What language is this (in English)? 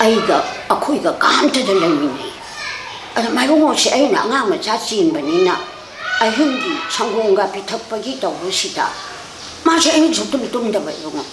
Manipuri